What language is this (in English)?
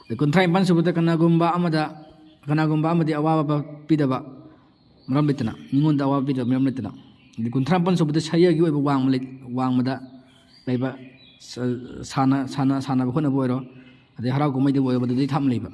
Manipuri